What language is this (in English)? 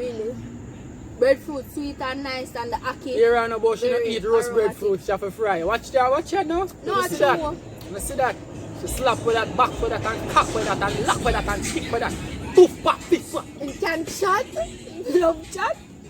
Jamaican Creole English